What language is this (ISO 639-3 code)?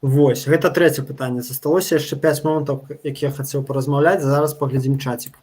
bel